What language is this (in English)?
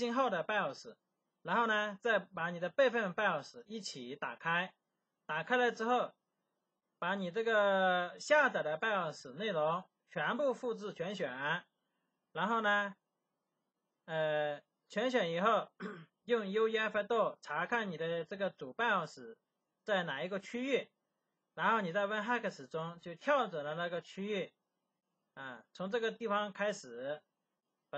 Chinese